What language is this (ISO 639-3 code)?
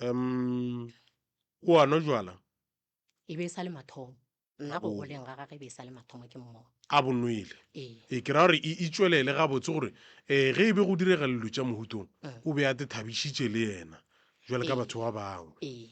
nso